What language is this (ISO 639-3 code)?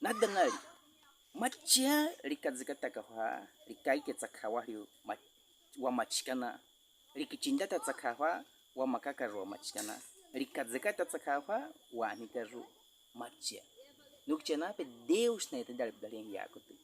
bwi